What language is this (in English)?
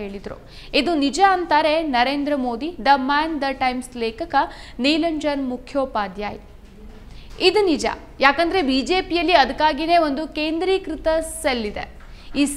Kannada